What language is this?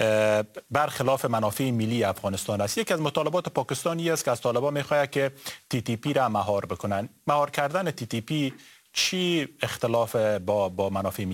Persian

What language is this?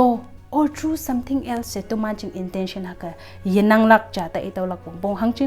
Konyak Naga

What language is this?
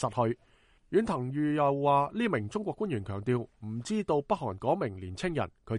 Cantonese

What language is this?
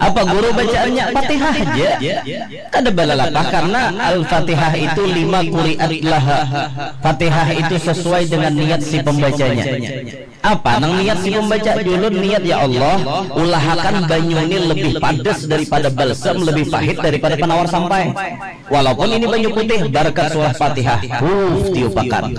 Banjar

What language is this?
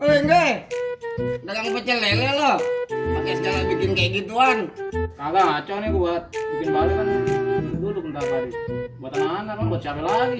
Betawi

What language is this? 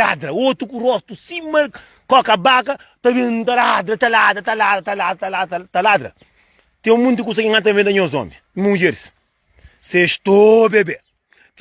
Kabuverdianu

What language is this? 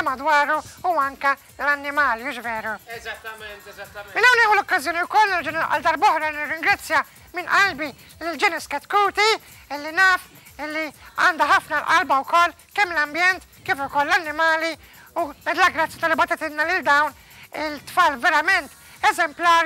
Maltese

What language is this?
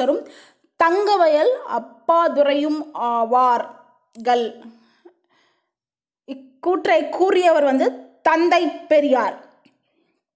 Tamil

